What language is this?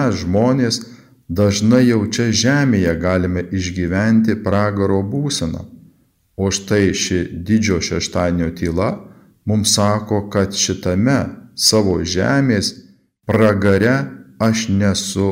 Lithuanian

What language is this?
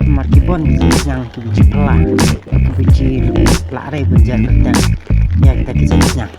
Khasi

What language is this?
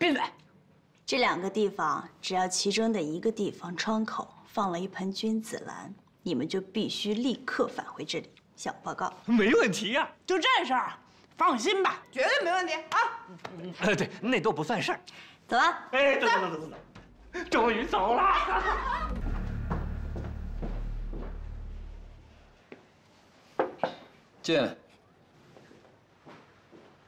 Chinese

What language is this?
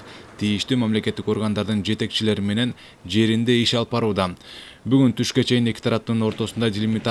Kyrgyz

